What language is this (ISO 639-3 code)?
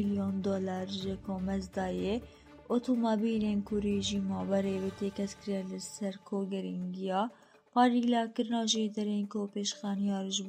kur